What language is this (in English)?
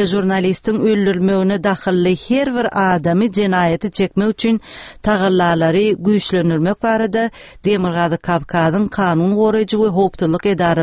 Turkmen